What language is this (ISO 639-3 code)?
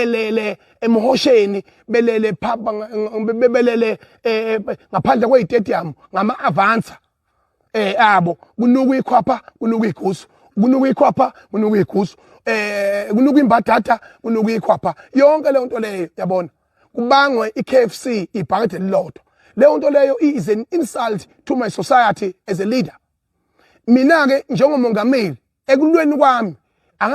zul